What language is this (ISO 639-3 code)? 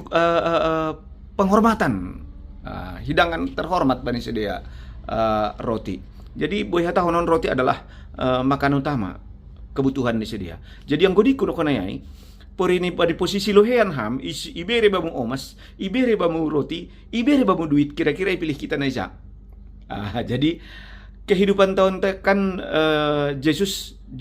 bts